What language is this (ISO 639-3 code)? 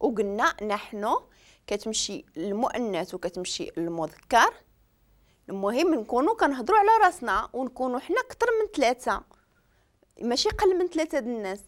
ary